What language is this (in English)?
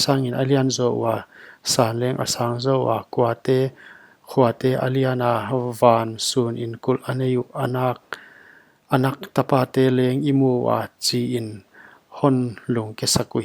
Paite Chin